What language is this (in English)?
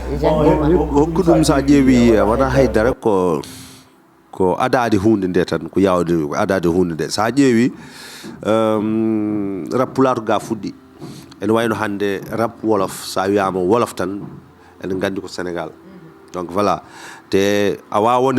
Fula